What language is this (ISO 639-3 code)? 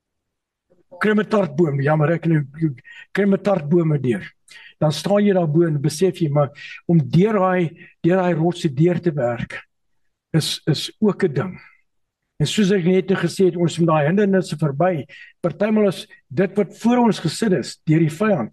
afr